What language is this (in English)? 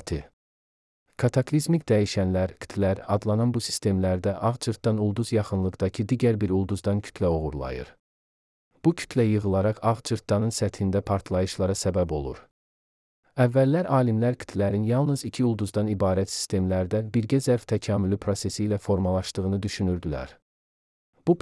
Azerbaijani